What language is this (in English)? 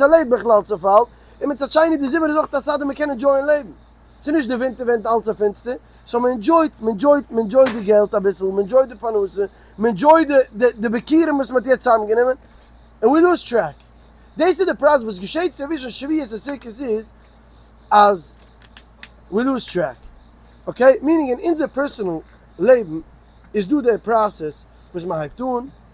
Yiddish